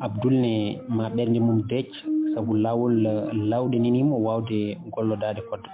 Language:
Fula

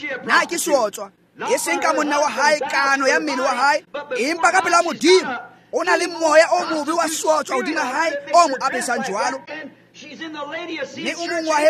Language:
Tswana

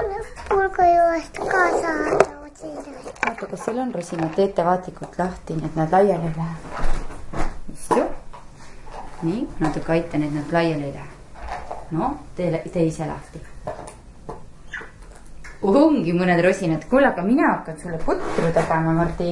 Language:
Estonian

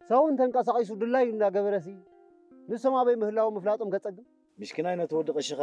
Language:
Tigrinya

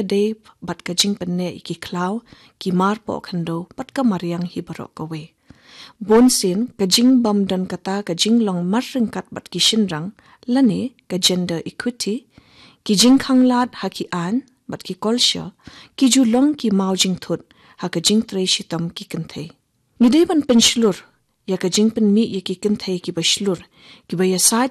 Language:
Khasi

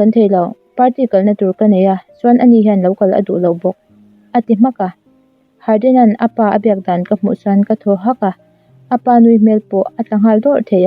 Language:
Mizo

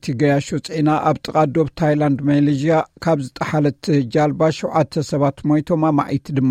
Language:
Tigrinya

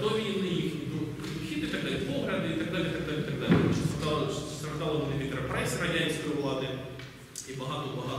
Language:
Ukrainian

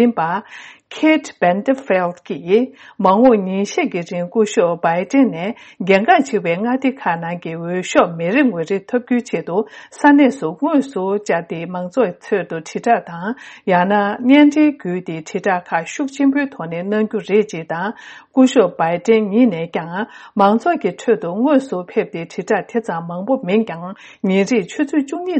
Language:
Tibetan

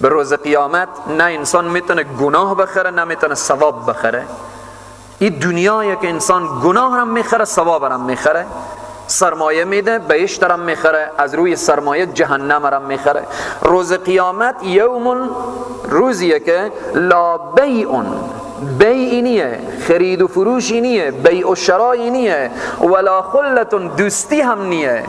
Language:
Persian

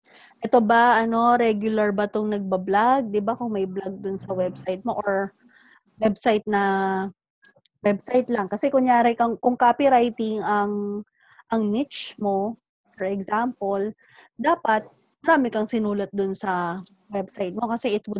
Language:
Filipino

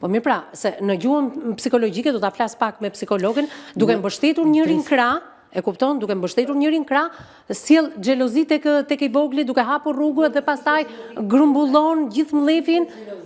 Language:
Albanian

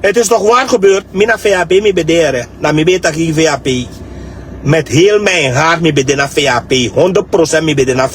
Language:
Sranan Tongo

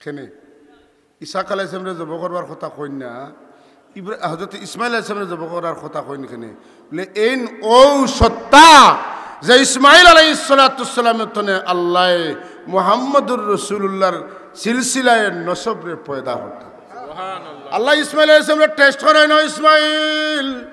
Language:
Sylheti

